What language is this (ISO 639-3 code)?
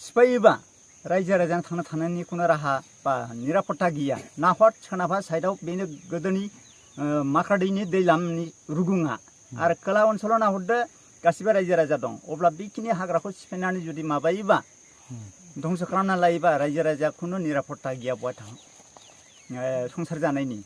brx